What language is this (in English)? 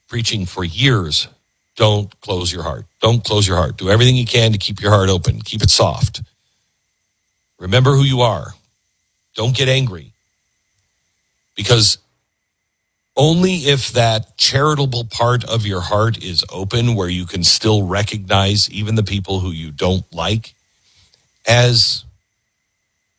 English